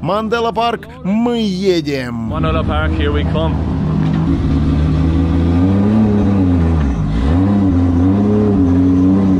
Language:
Russian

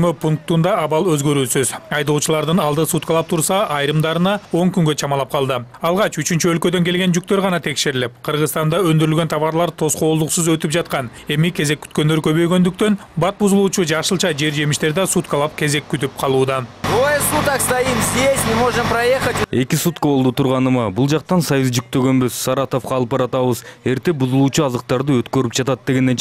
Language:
Kyrgyz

